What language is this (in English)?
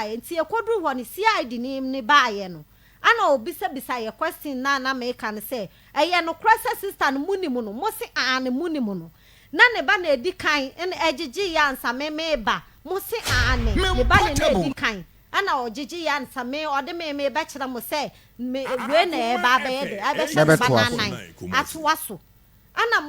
Akan